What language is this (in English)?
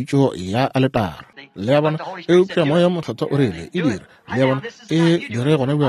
Northern Sotho